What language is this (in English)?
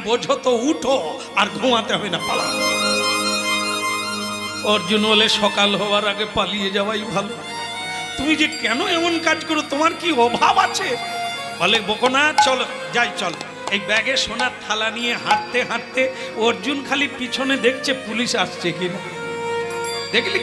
Bangla